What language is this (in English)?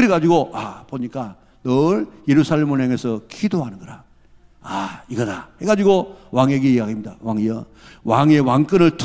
Korean